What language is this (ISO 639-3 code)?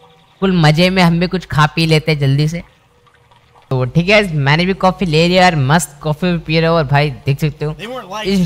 hin